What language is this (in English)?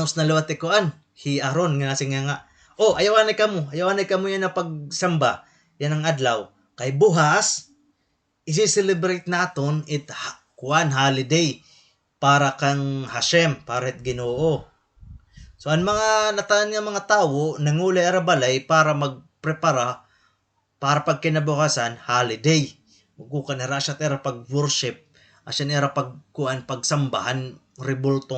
Waray